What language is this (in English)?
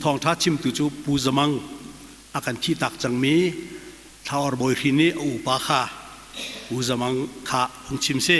Hakha Chin